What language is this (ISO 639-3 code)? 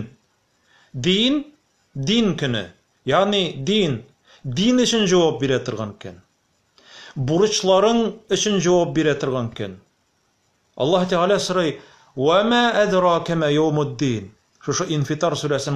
tat